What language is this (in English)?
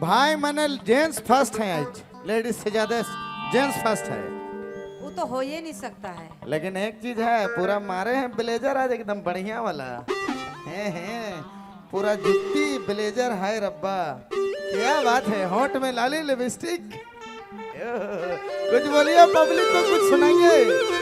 Sadri